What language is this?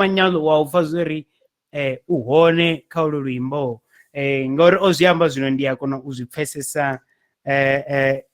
Venda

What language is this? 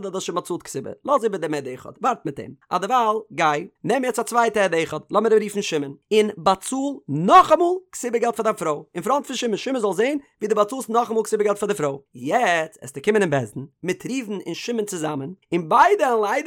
Yiddish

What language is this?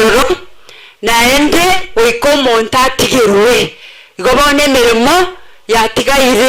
Gusii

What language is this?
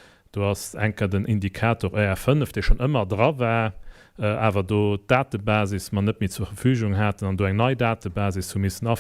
Luxembourgish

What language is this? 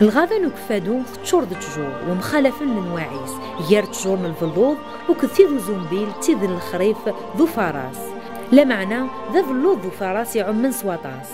Kabyle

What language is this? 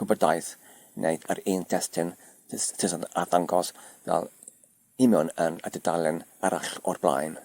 Welsh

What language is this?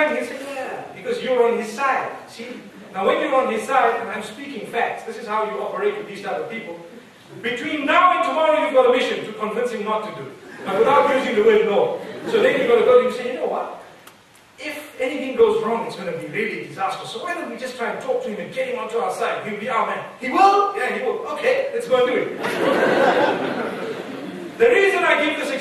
English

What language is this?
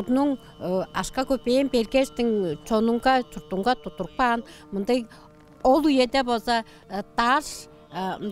Tuvinian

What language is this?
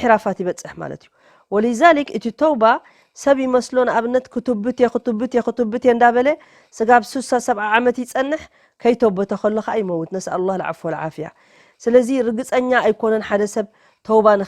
Tigrinya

